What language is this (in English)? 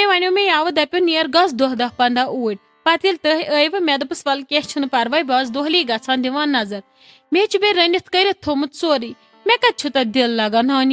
Kashmiri